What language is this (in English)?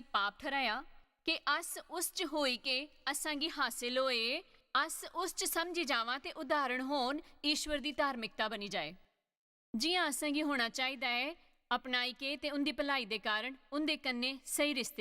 Dogri